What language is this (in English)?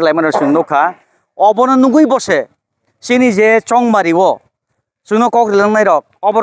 Kok Borok